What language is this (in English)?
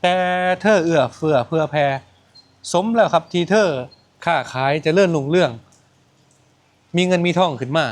Lao